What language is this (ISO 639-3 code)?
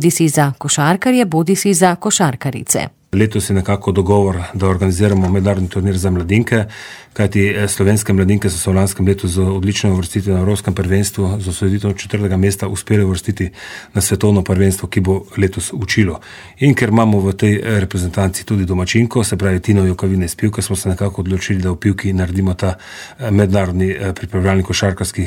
slv